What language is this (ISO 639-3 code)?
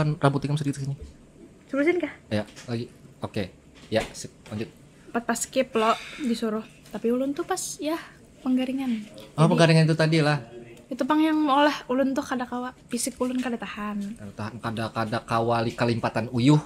bjn